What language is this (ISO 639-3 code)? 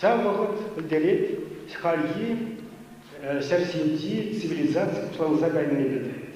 chv